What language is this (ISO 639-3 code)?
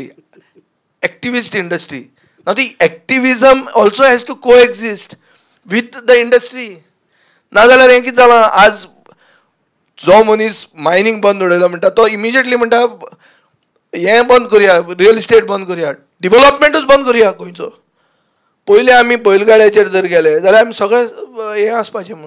kok